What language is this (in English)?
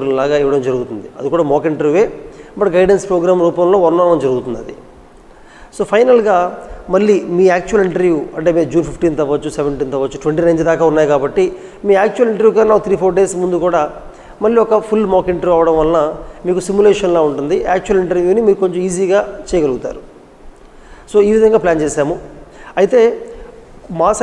Telugu